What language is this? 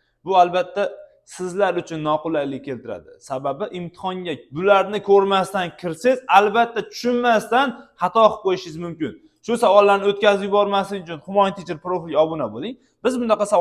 Uzbek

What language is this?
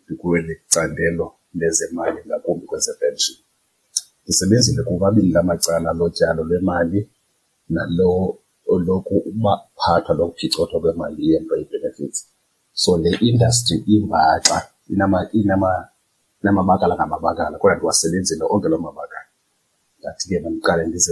Xhosa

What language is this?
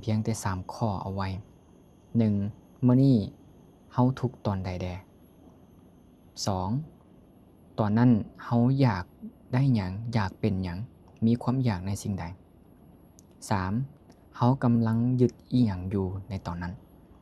Lao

